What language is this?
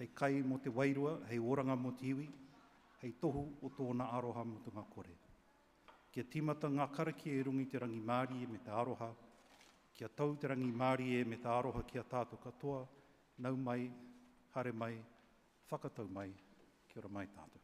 Māori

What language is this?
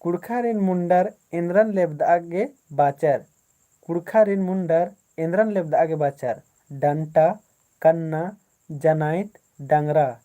Kurukh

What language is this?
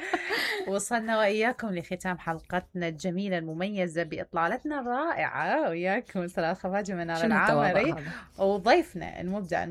Mesopotamian Arabic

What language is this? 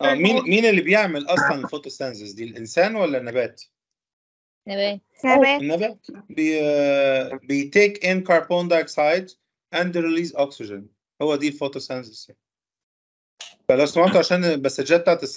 Egyptian Arabic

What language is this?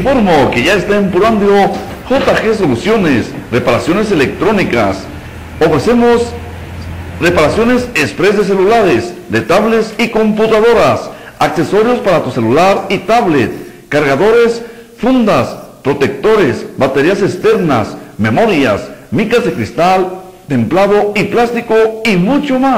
Spanish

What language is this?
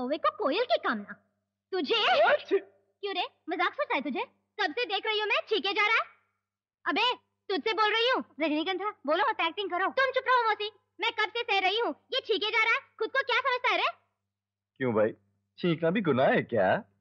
Hindi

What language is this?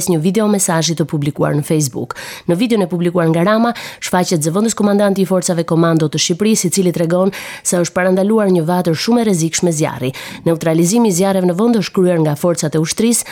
Albanian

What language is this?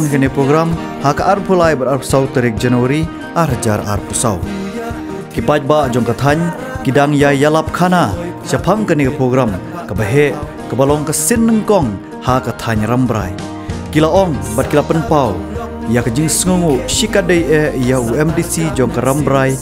Khasi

